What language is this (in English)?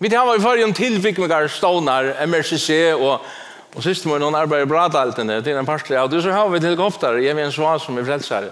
Faroese